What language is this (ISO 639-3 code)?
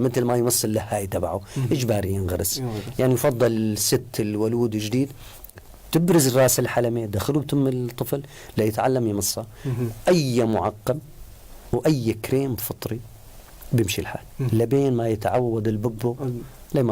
apc